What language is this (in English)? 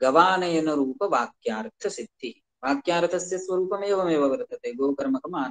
Sanskrit